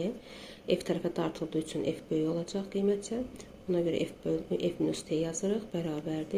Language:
Azerbaijani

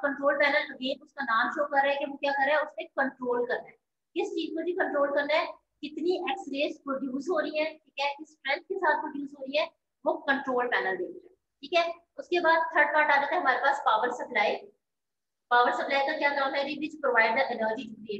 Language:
Hindi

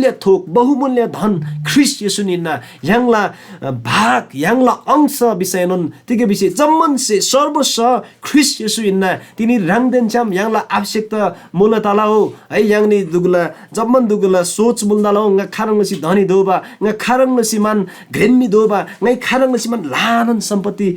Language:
Eastern Tamang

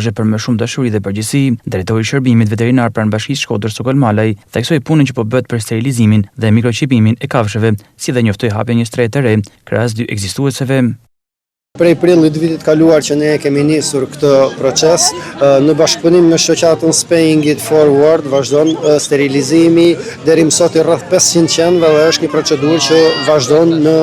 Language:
Albanian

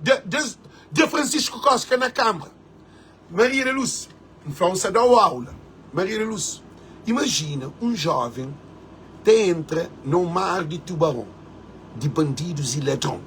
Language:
Kabuverdianu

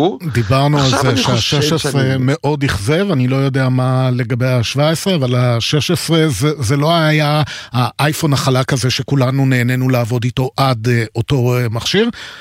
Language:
Hebrew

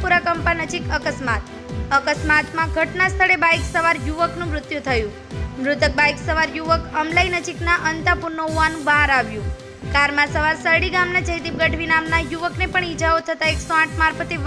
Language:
Gujarati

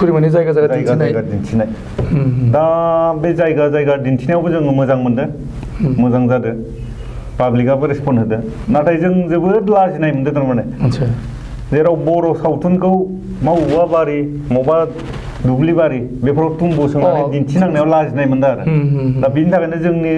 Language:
Bodo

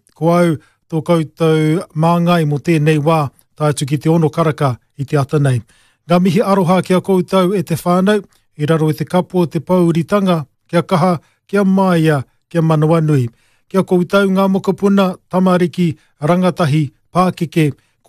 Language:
Māori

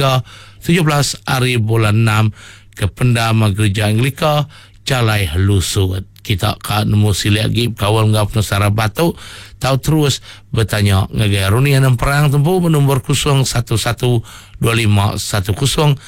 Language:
Iban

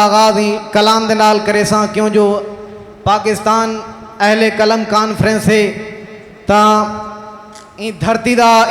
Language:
Saraiki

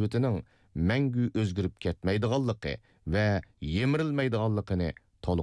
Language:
Uyghur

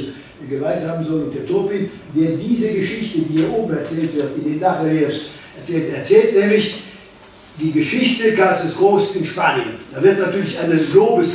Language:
German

